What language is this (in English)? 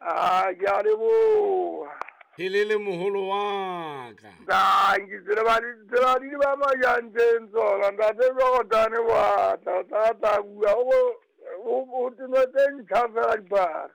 Southern Sotho